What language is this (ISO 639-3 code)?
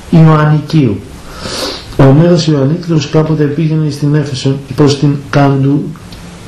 ell